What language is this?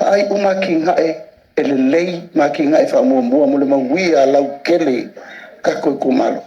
Samoan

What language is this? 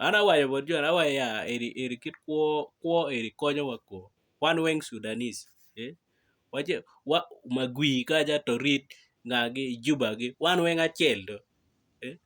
Acoli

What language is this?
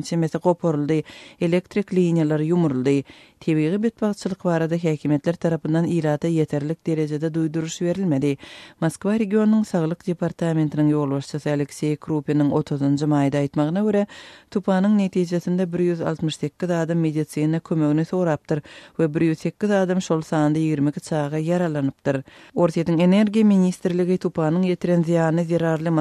Turkmen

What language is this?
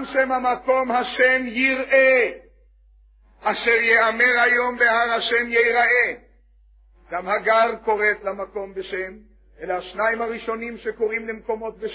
Hebrew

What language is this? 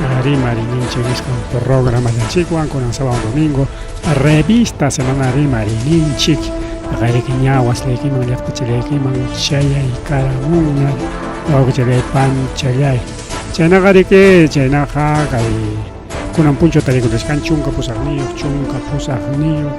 Ayacucho Quechua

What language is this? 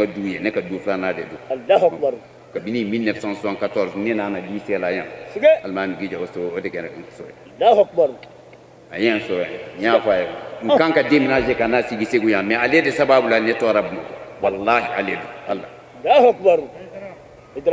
Bambara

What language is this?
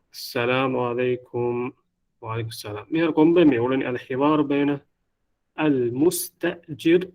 Divehi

